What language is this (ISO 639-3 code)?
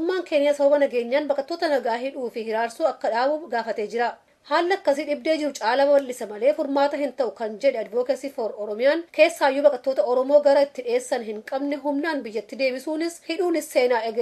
orm